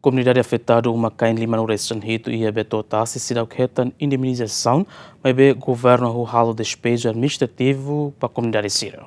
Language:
Tetum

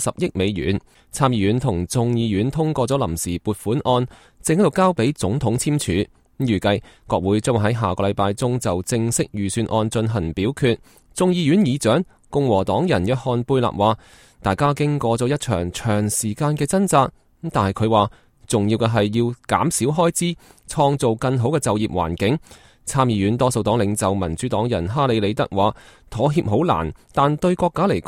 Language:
Cantonese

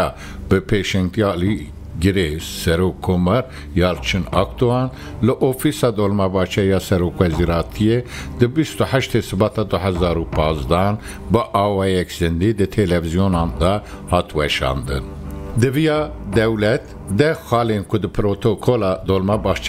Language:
Kurdish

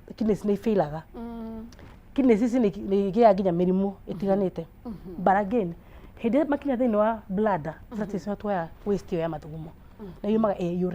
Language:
Kikuyu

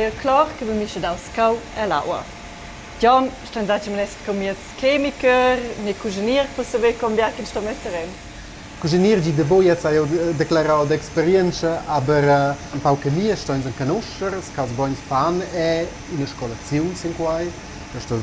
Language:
Romansh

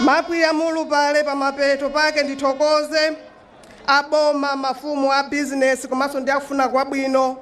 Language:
Nyanja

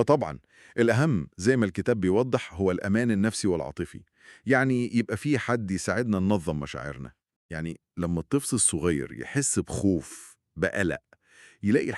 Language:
Egyptian Arabic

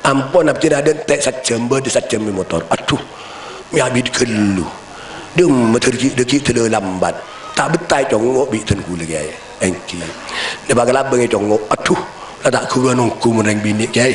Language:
Madurese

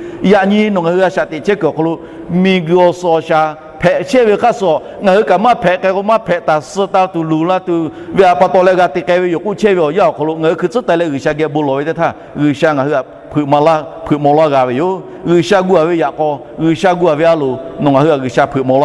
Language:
Lahu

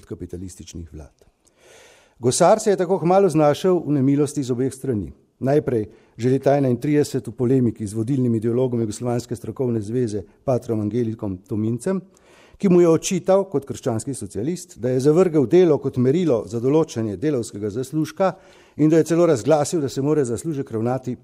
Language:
Slovenian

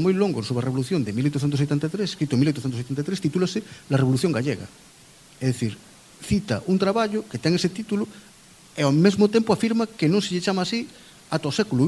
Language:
Galician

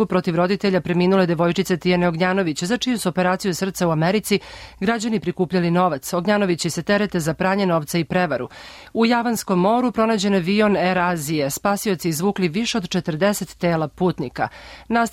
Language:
Serbian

